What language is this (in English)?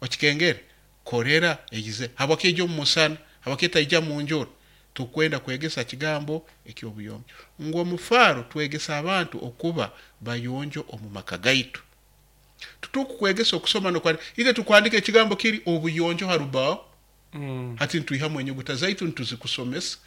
Nyoro